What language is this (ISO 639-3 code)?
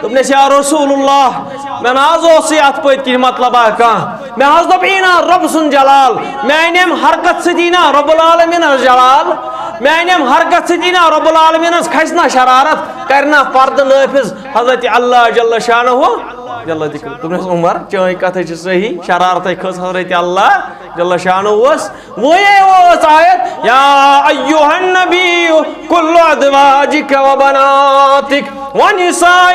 kas